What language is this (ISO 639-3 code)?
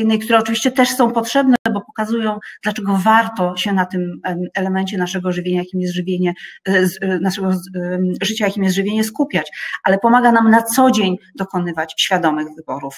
pol